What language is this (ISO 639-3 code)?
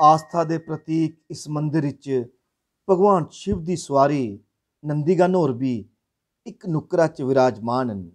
doi